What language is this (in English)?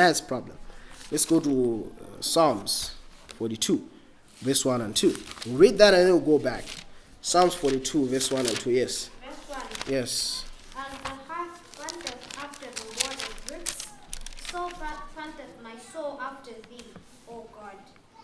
English